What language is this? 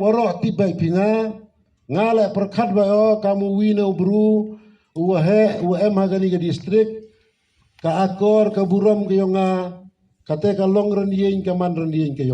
Khasi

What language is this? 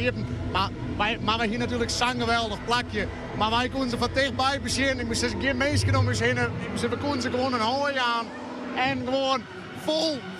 Western Frisian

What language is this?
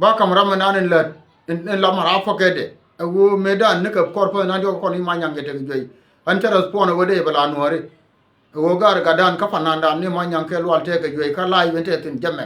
Nuer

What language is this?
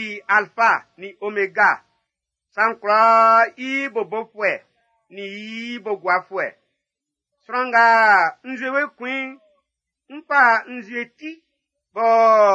Baoulé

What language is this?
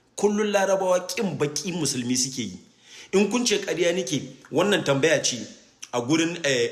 Hausa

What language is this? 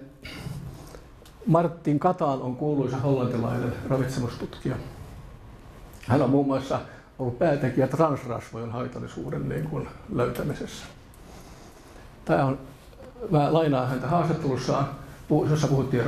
Finnish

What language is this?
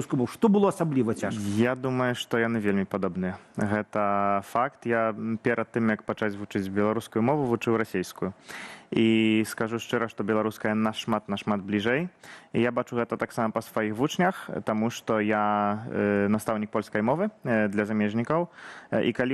Belarusian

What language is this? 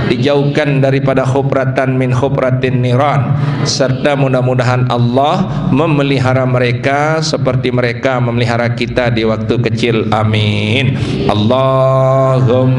Sasak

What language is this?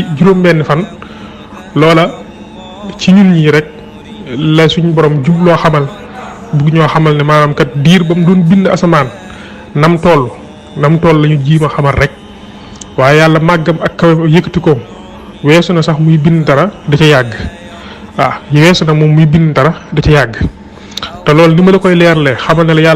Wolof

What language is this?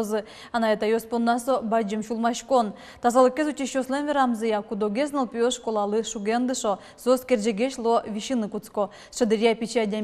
Udmurt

